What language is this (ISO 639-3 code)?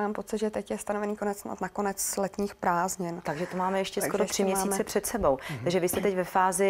ces